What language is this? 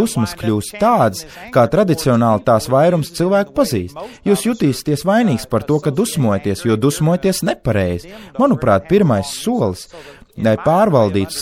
Latvian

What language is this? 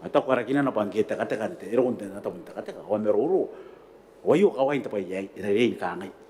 Gilbertese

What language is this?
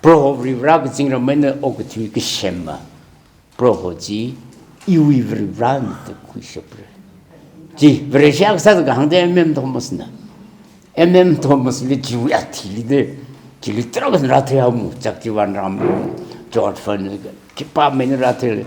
Tangkhul Naga (India)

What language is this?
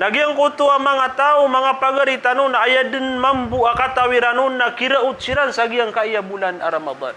Maranao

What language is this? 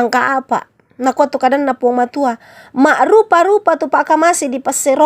Toraja-Sa'dan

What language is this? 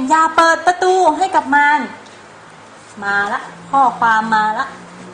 Thai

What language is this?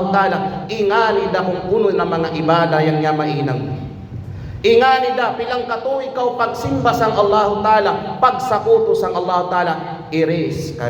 Kalagan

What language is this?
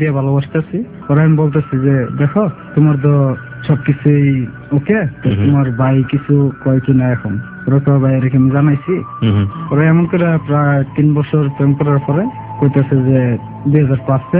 Bangla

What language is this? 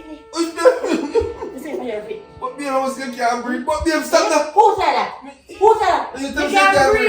Jamaican Creole English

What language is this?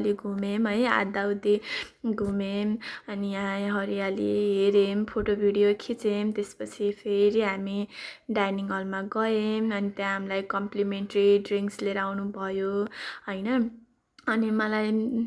Nepali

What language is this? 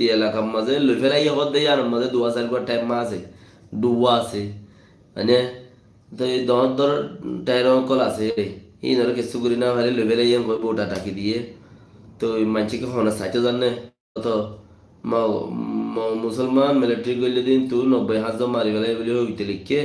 Rohingya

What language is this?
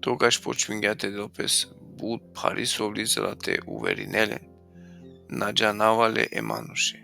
Balkan Romani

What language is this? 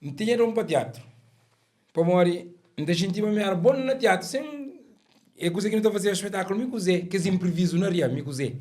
Kabuverdianu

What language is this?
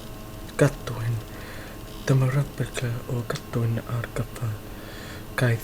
Welsh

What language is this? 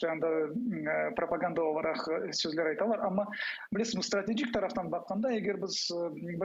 Crimean Tatar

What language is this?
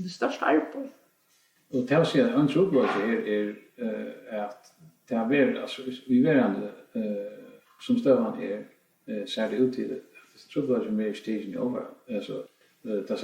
Faroese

